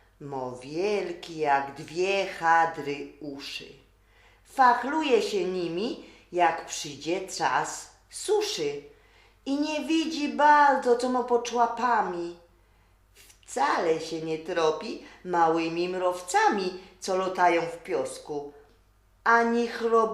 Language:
Silesian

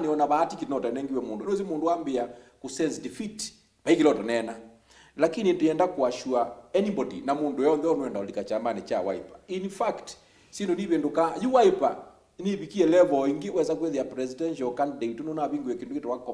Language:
Kamba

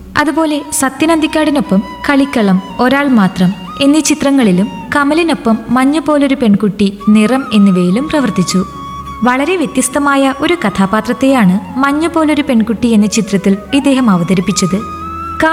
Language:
Malayalam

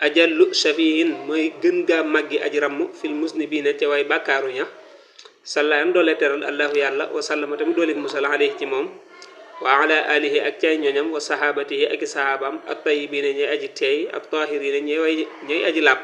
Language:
Wolof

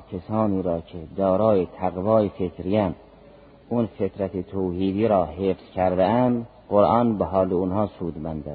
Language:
Persian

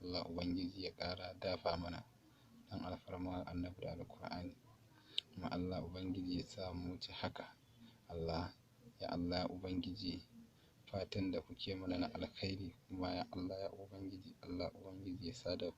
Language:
Hausa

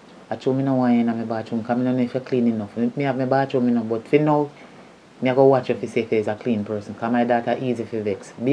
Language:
Jamaican Creole English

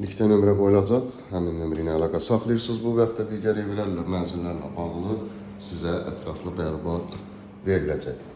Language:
Azerbaijani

